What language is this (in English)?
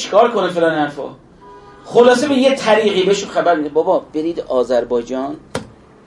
Persian